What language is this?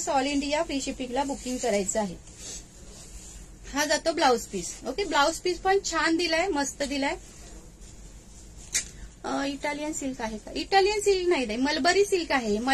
Marathi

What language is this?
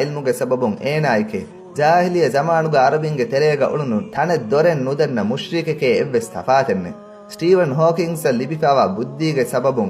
Divehi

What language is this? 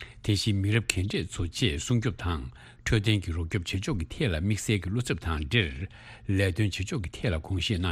Tibetan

